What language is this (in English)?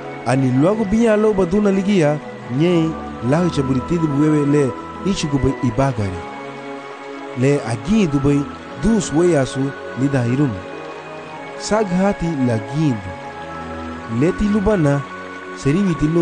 Garifuna